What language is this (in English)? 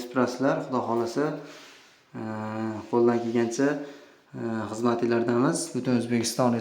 Uzbek